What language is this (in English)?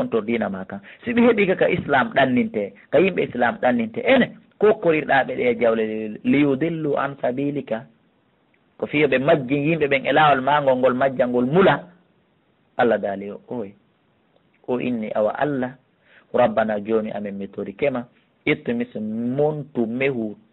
Fula